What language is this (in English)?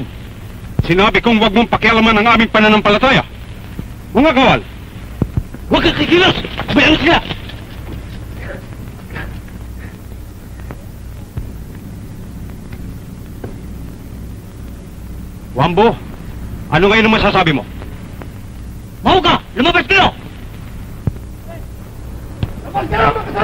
Filipino